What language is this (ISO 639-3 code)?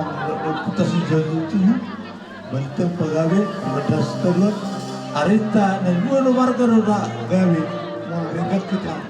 bbc